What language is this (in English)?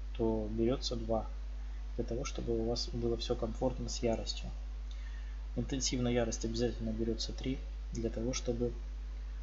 Russian